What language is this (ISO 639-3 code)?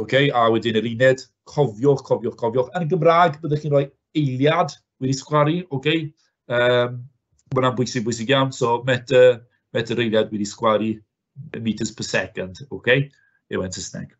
cym